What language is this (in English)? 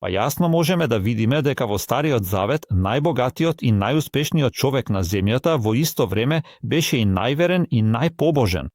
Macedonian